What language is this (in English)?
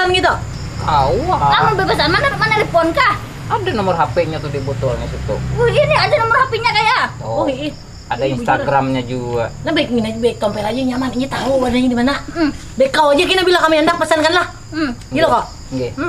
Banjar